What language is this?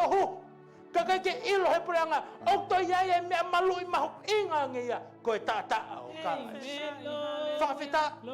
Tongan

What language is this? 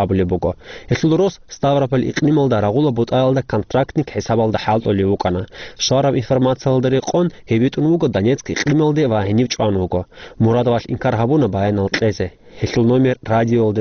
Avaric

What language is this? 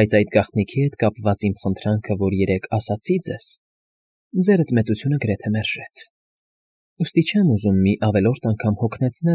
Armenian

